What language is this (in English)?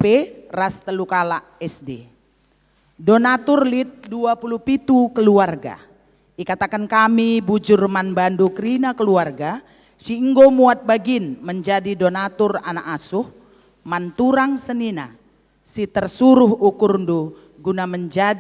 Batak Karo